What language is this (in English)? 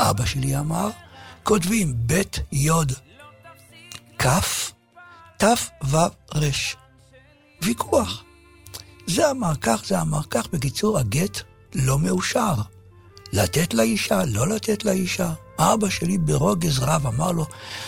Hebrew